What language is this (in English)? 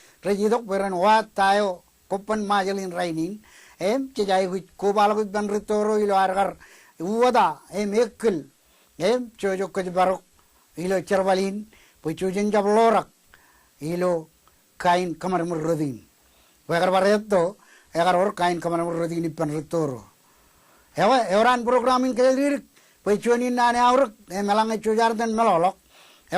Marshallese